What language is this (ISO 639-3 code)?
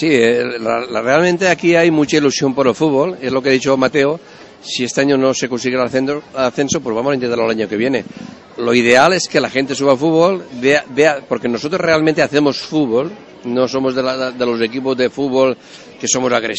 spa